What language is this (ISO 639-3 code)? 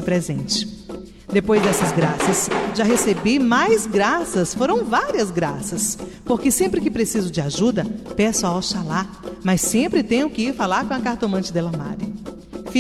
por